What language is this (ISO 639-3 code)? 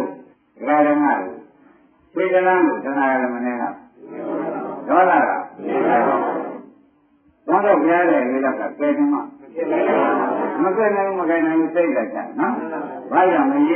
mya